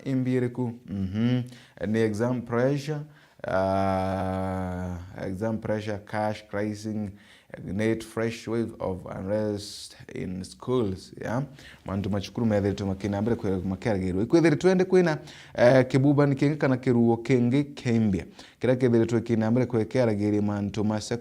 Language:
Meru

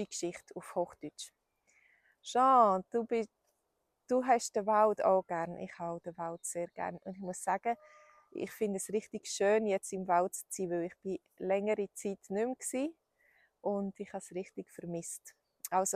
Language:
Swiss German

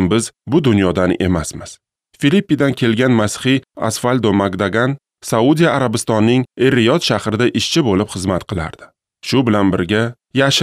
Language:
Uzbek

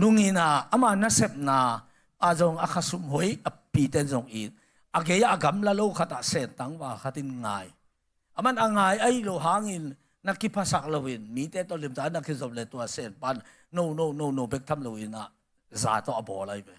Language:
Tedim Chin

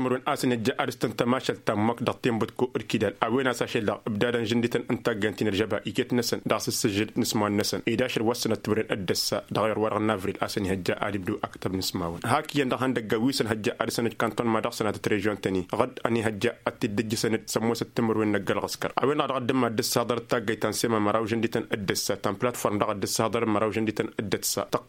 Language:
Tamasheq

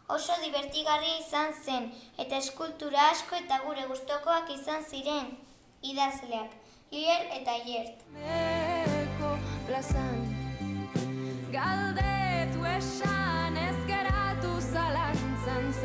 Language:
Basque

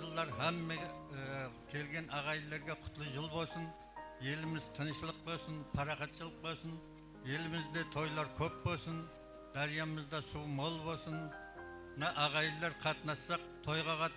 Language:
Kara-Kalpak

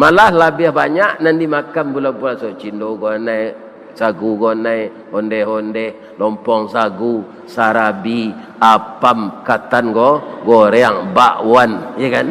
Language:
Minangkabau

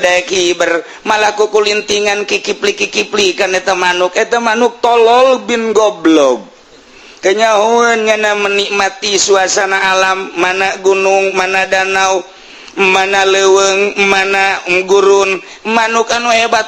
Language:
Sundanese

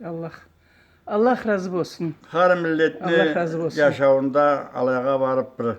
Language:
Karachay-Balkar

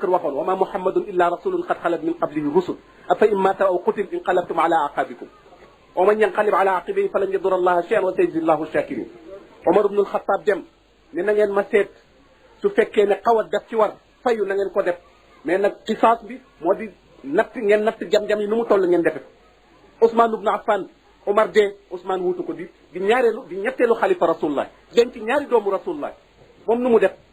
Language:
Wolof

